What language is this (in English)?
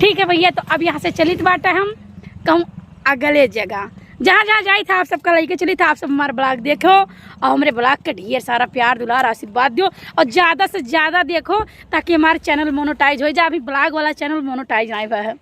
Awadhi